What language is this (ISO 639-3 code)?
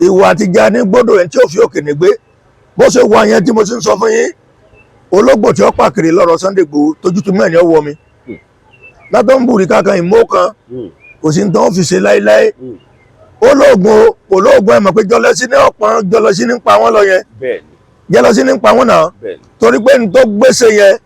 yor